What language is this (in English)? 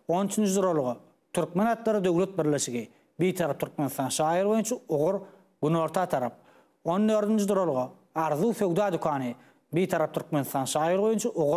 Turkmen